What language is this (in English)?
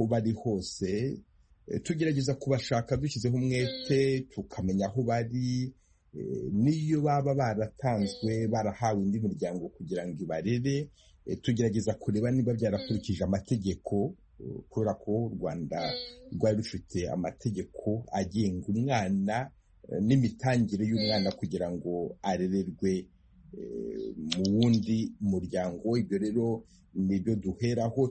Kinyarwanda